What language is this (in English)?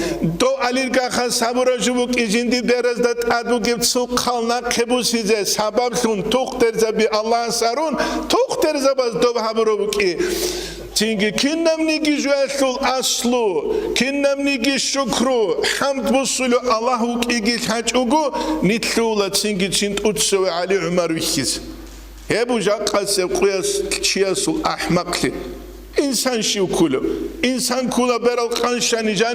Avaric